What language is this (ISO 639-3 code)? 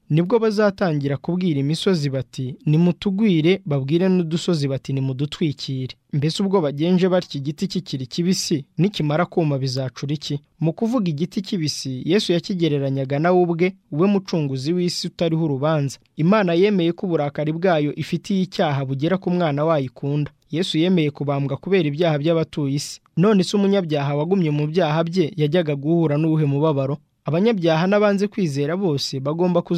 kin